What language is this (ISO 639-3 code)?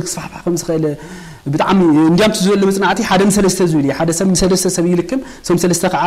tir